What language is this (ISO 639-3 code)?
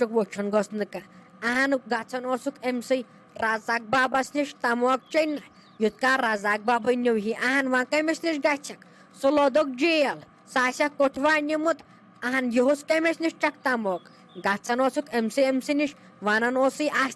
kas